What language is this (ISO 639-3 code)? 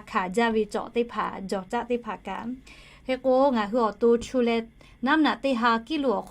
lhu